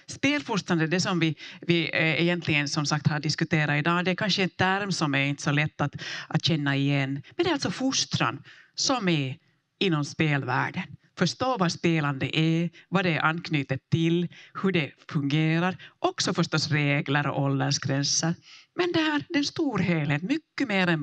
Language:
Swedish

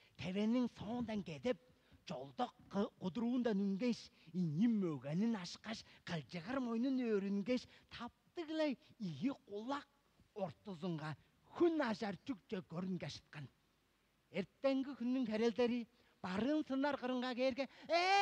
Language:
Tuvinian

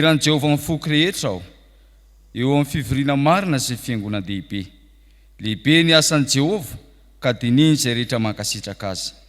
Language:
Malagasy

